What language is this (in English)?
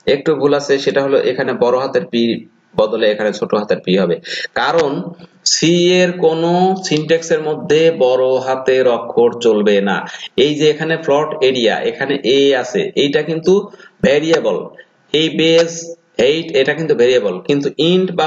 Bangla